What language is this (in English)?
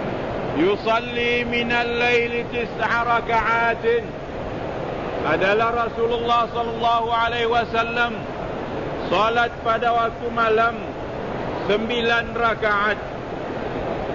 Malay